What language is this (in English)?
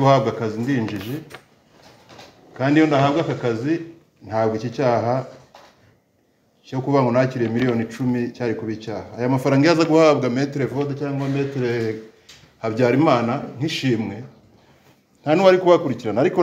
Kinyarwanda